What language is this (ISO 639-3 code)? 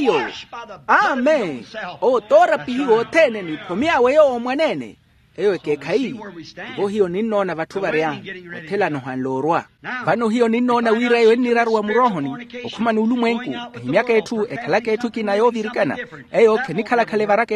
vmw